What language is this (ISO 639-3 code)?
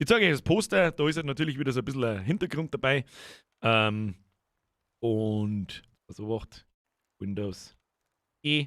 bar